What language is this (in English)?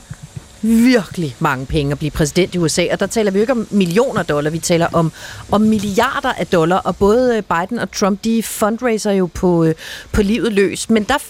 Danish